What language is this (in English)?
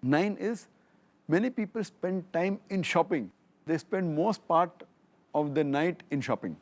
English